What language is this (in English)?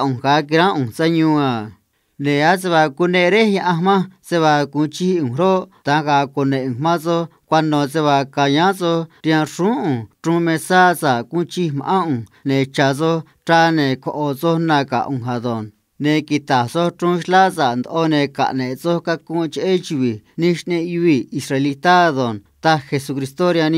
Copala Triqui